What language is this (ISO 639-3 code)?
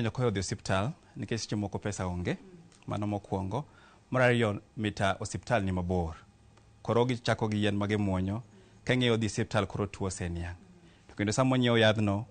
luo